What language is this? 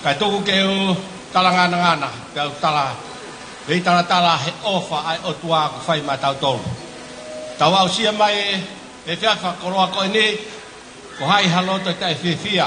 Tongan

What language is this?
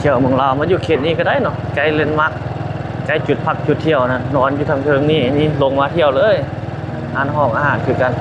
Lao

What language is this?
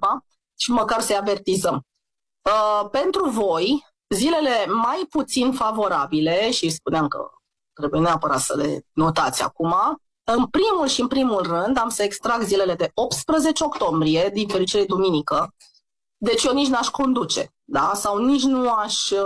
Romanian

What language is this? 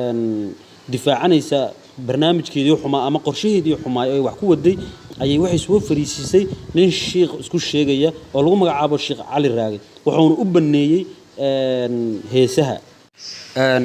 Somali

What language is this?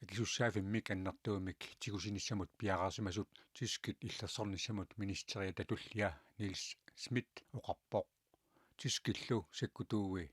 Kalaallisut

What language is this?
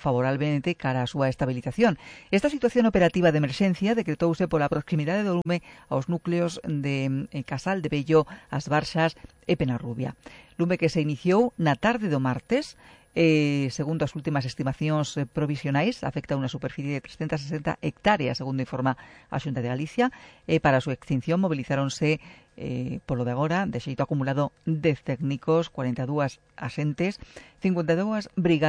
Galician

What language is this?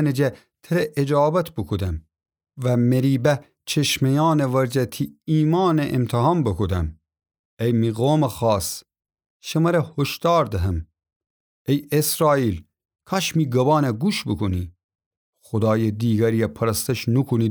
Gilaki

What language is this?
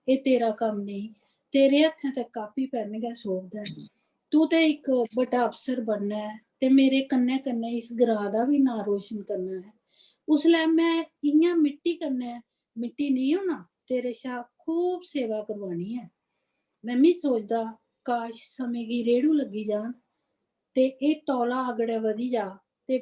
Dogri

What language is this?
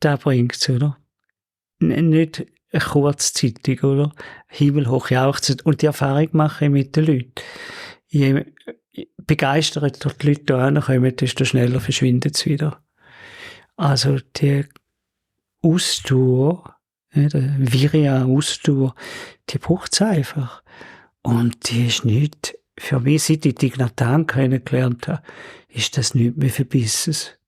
Swiss German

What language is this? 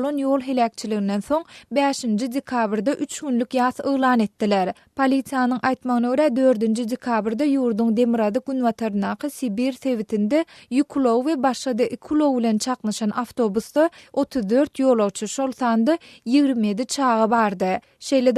Turkmen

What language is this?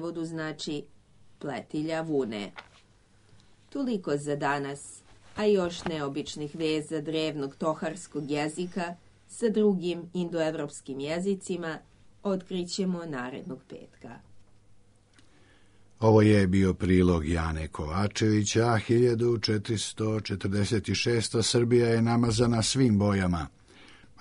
Serbian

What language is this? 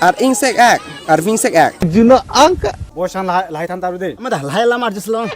Karbi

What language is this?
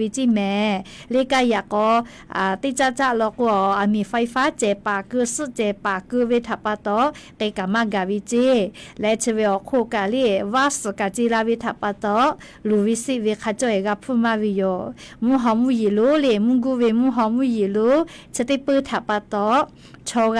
Lahu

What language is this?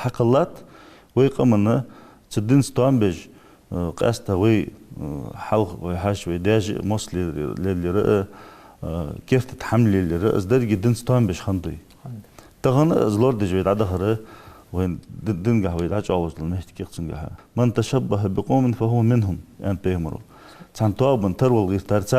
Ingush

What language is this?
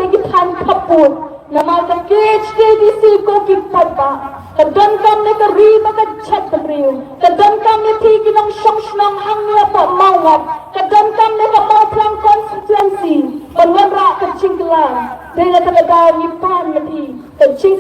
Khasi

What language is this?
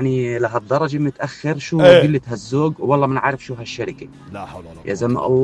North Levantine Arabic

